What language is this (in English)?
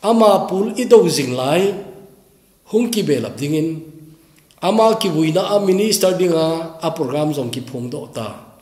Thado Chin